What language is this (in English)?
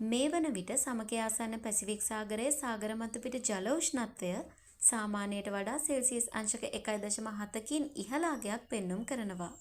Sinhala